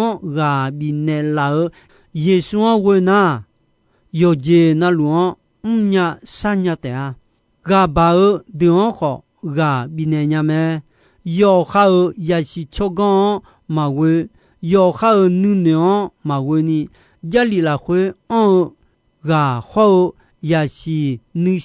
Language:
Akha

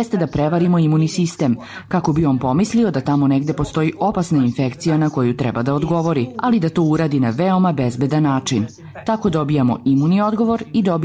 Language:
Serbian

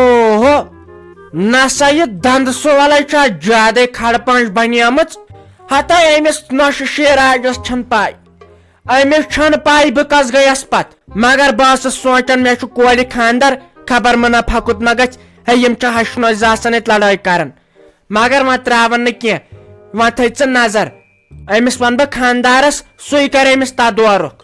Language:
Kashmiri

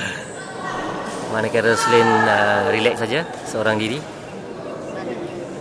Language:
Malay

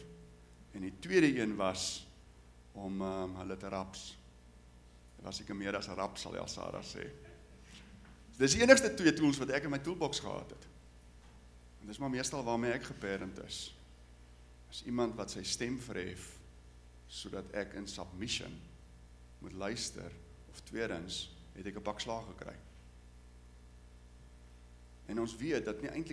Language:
Afrikaans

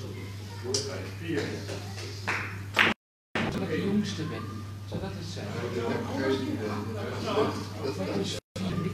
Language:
Dutch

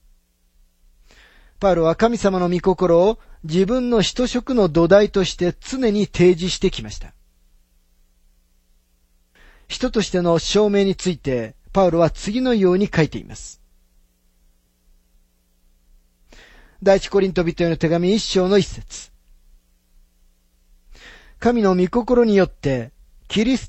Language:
Japanese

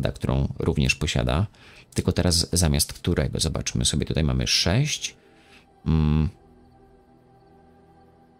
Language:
Polish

